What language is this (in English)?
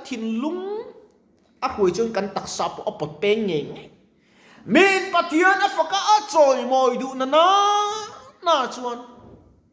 Mizo